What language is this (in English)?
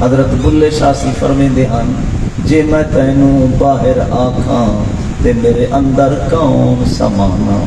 Saraiki